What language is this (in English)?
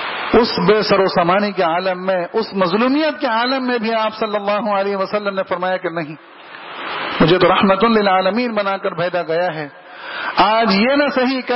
Urdu